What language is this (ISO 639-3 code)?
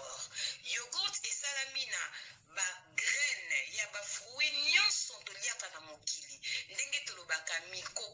lin